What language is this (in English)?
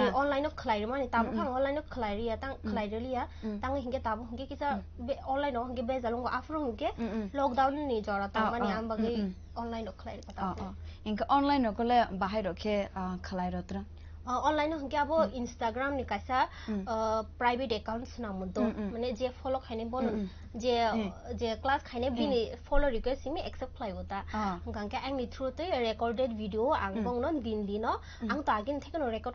Kok Borok